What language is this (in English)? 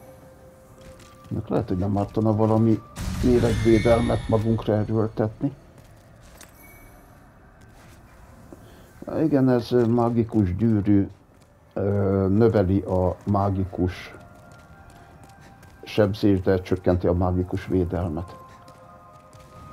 Hungarian